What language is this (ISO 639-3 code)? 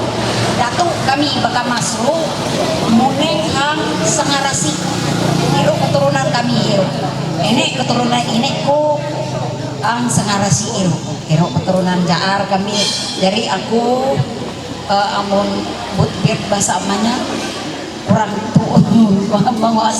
mhy